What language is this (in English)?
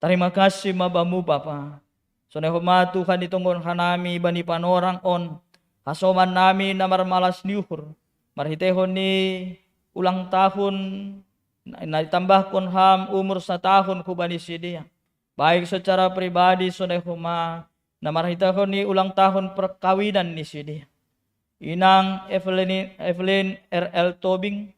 Batak Simalungun